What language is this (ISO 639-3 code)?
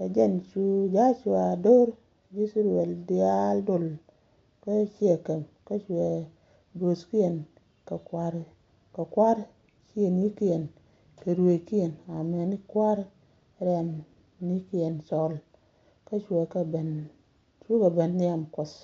nus